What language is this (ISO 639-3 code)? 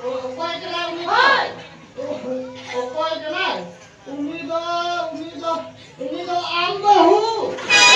sat